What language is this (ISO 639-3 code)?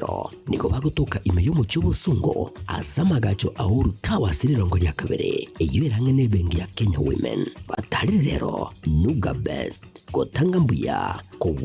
guz